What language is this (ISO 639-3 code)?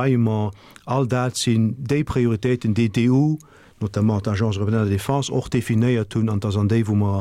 ltz